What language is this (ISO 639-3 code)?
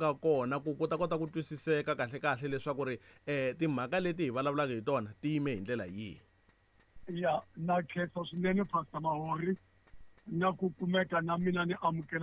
tso